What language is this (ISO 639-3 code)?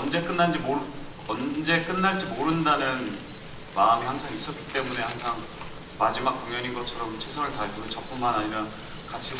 kor